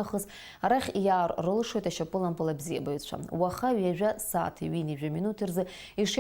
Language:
Abkhazian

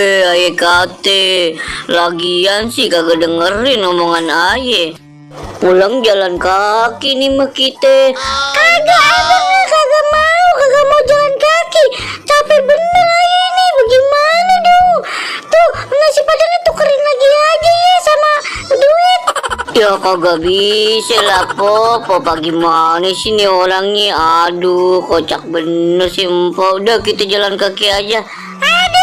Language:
Betawi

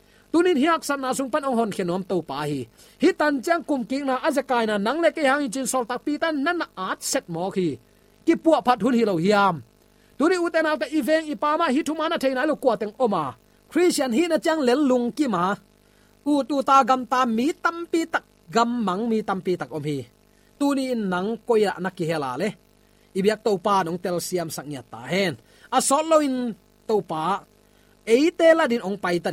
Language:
Tedim Chin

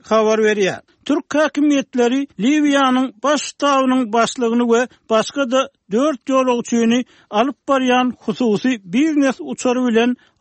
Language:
Kyrgyz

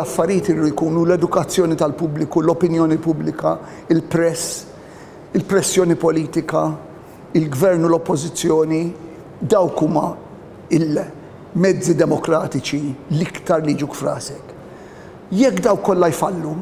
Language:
Maltese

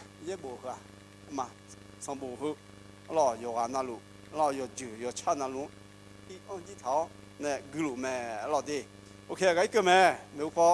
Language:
Akha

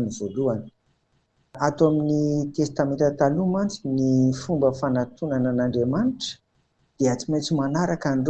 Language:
Malagasy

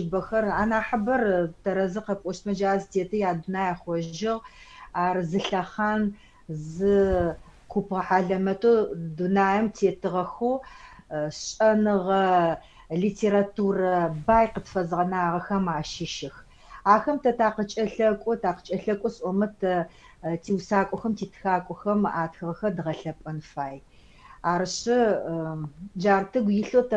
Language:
Adyghe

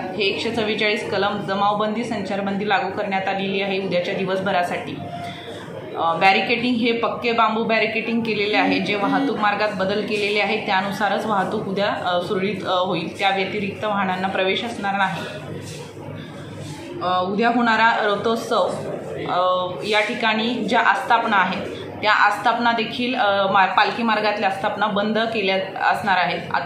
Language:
Marathi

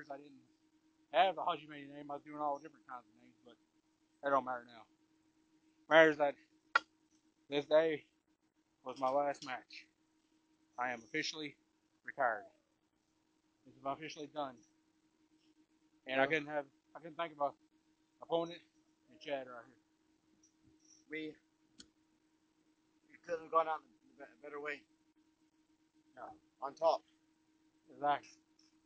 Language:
English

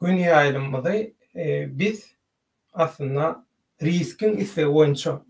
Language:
Turkmen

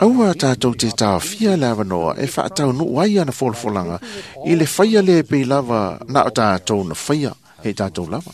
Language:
Samoan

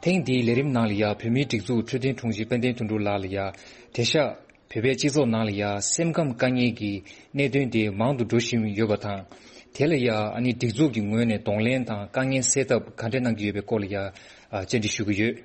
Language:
Tibetan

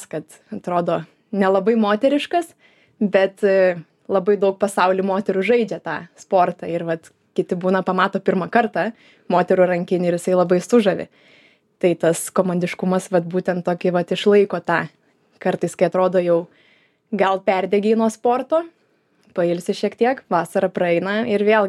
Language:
Lithuanian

